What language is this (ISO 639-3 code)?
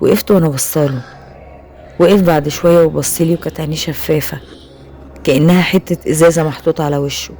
arz